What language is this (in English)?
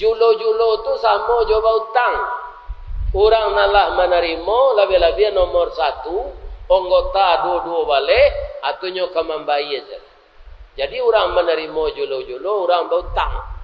Minangkabau